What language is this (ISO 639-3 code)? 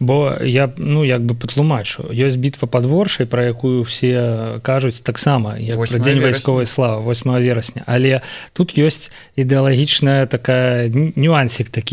bel